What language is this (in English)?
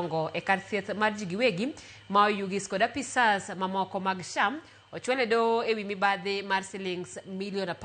Luo (Kenya and Tanzania)